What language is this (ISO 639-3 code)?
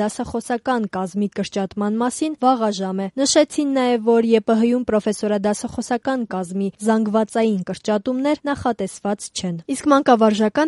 hye